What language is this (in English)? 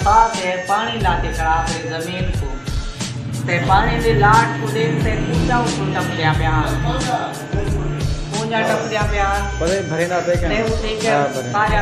Saraiki